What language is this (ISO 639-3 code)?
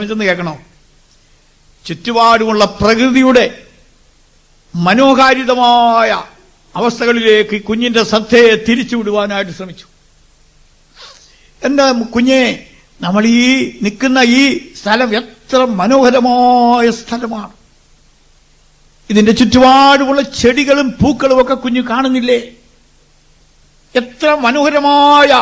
mal